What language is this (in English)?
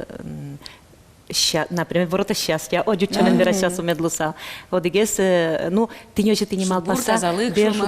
Udmurt